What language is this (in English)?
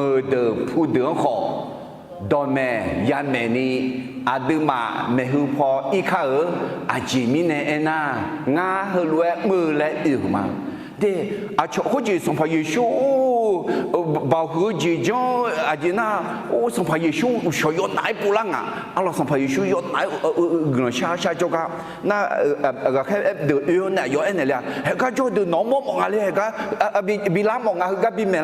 Akha